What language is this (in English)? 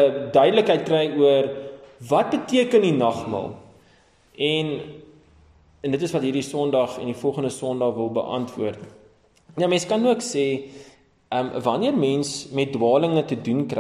Afrikaans